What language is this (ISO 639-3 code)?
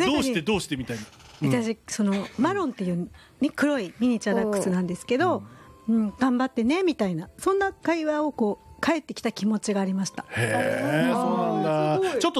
jpn